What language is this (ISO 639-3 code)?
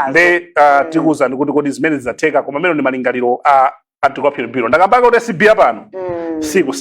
nya